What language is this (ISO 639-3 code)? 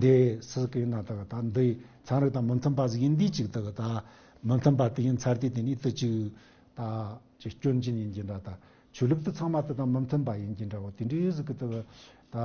bod